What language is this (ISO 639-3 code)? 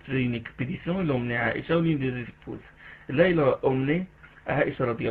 fra